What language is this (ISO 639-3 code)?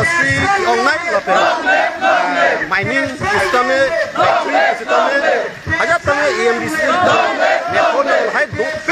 mjw